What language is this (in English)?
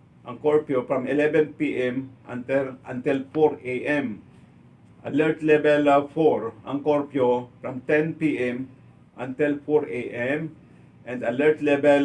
Hiligaynon